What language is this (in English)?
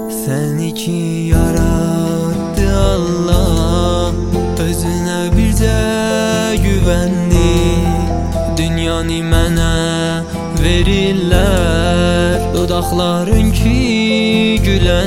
Azerbaijani